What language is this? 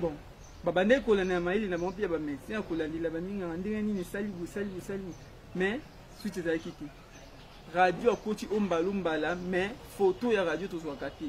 Lingala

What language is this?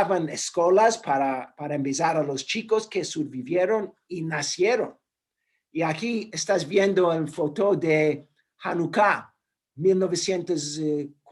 Ladino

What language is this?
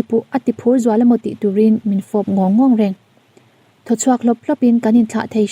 Mizo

